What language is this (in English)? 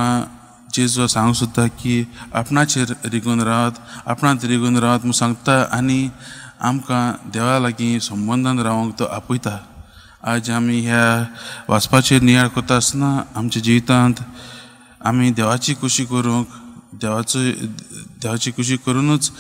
Konkani